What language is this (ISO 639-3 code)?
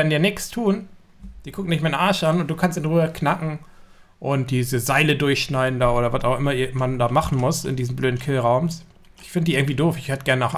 deu